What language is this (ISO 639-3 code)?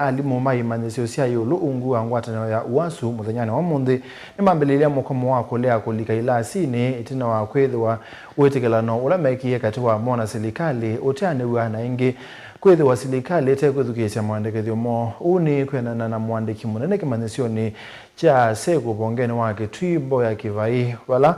kam